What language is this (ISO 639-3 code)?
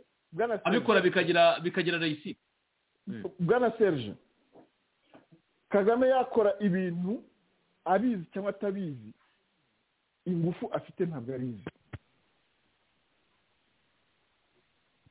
kin